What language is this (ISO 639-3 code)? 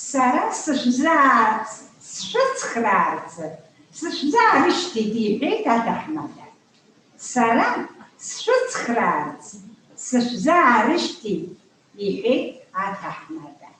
abk